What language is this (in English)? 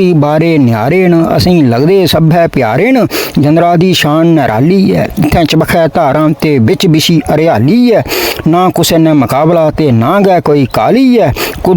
Dogri